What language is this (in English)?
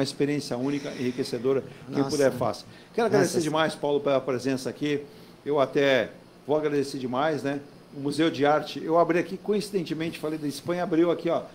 Portuguese